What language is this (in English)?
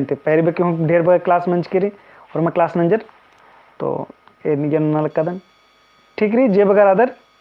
Kurukh